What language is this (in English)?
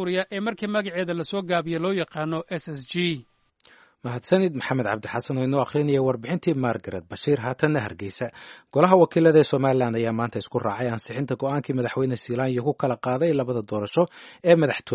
Somali